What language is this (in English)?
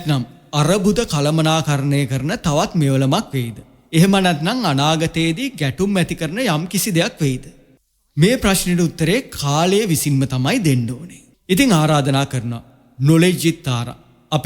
Sinhala